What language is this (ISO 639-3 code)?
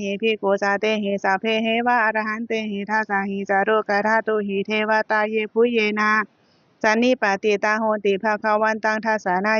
pli